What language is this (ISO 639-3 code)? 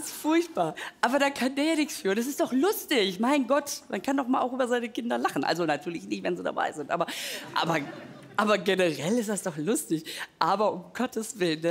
deu